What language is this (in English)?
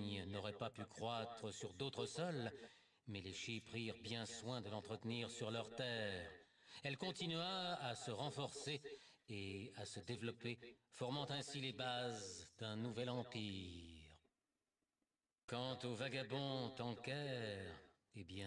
French